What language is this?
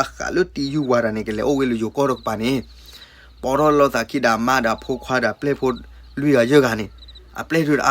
S'gaw Karen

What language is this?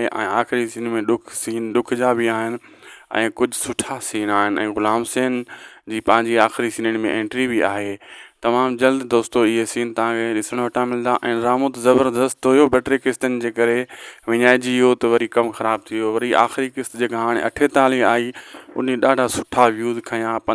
Sindhi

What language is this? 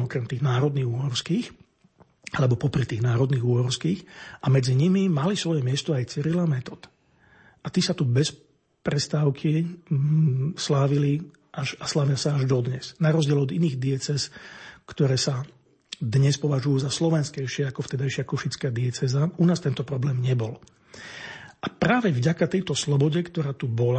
Slovak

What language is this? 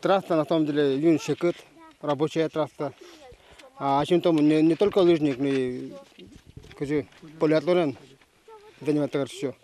Udmurt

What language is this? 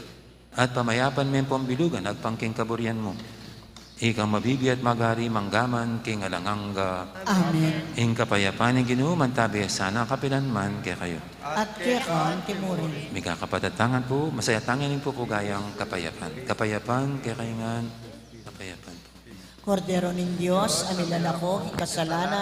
Pampanga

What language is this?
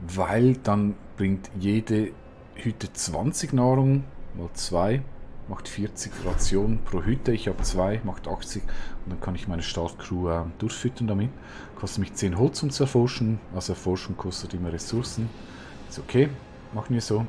Swiss German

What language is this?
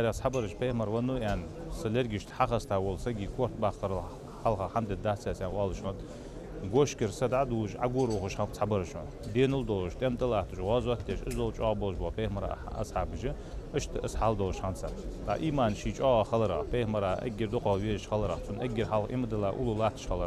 Ingush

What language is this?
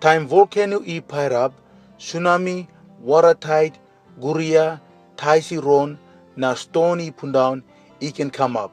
Tok Pisin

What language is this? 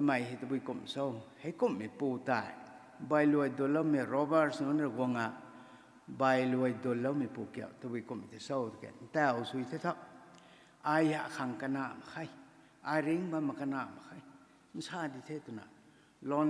Rongmei Naga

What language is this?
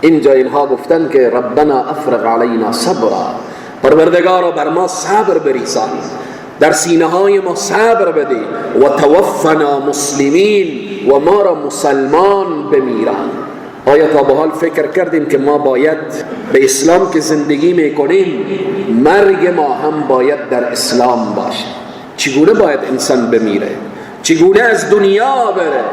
Persian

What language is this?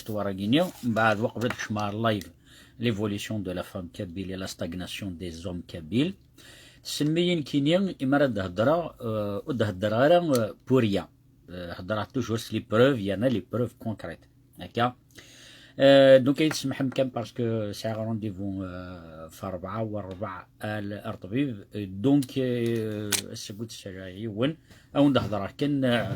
Kabyle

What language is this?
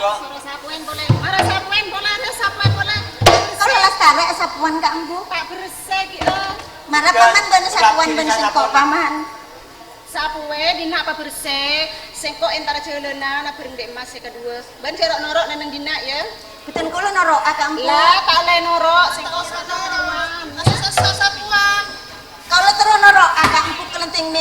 Madurese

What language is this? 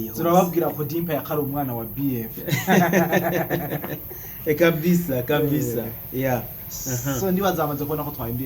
Rundi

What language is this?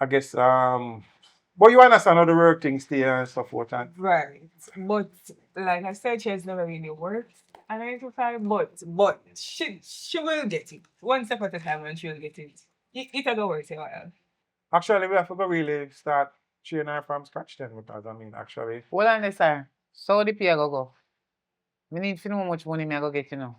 Jamaican Creole English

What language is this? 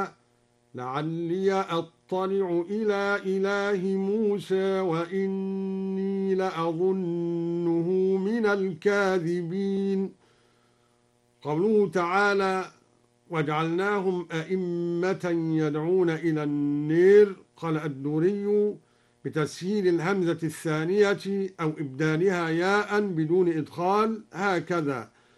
Arabic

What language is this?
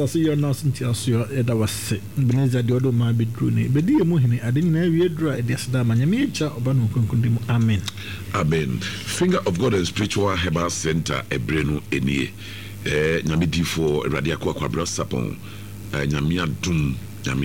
Akan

